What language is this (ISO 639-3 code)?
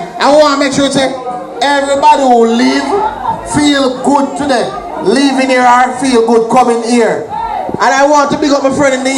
jam